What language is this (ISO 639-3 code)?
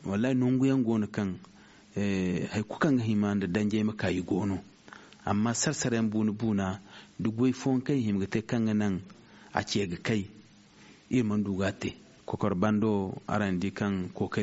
dje